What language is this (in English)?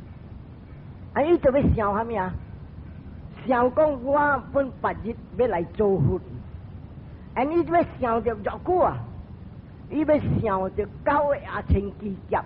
Min Nan Chinese